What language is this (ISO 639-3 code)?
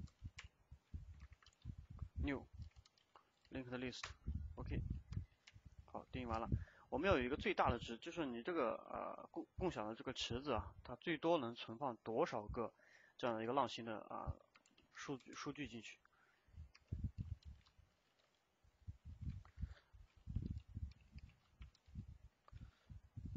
zho